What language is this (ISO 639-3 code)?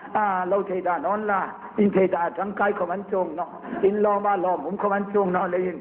hmr